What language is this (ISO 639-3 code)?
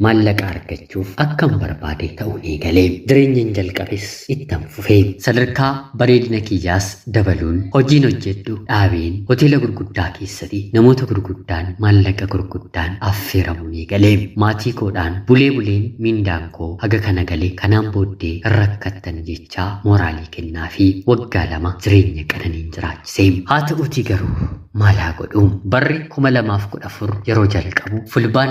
orm